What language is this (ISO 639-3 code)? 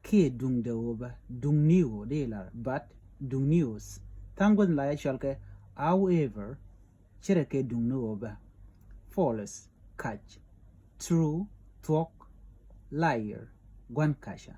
nus